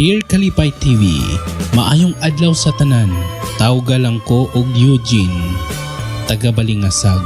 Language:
Cebuano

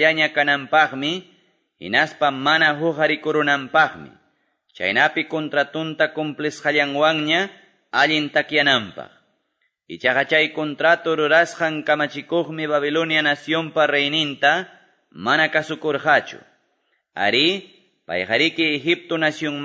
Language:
Quechua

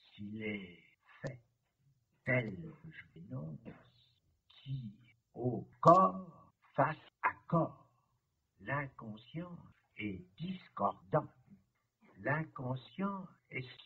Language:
French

